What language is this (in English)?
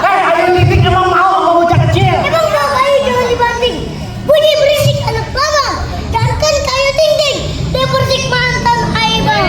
Betawi